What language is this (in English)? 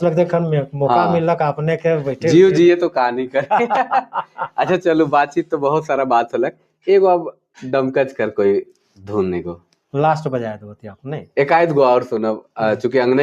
Sadri